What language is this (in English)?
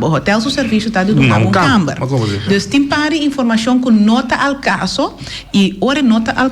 Papiamento